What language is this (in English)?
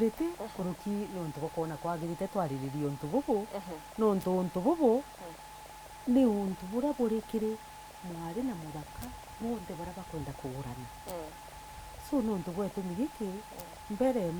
Meru